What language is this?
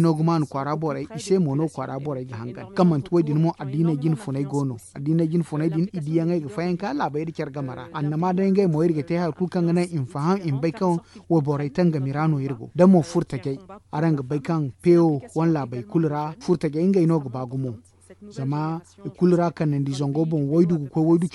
Zarma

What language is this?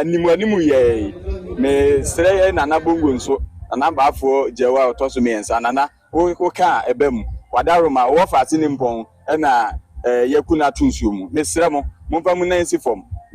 Akan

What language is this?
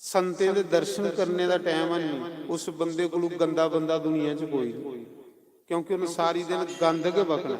Dogri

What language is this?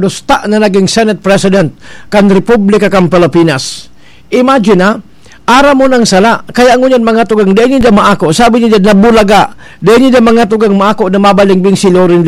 Bikol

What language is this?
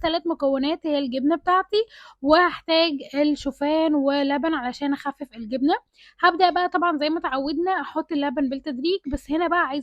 Egyptian Arabic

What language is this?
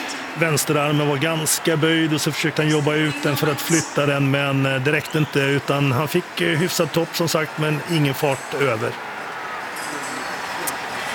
Swedish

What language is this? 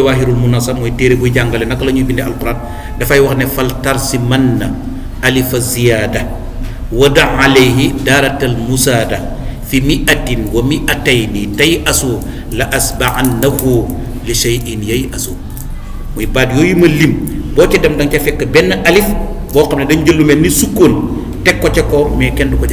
Wolof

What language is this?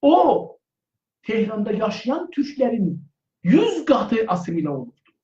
South Azerbaijani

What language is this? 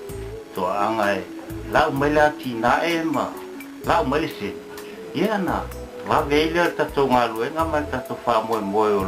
Samoan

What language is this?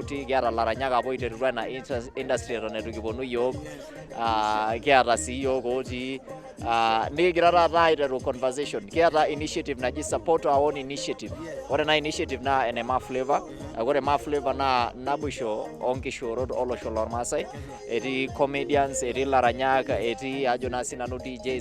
Masai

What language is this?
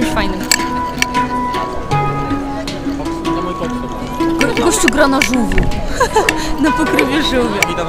Polish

